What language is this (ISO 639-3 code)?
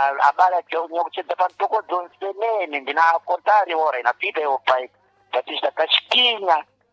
seh